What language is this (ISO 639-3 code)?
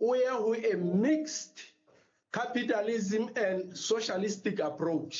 sot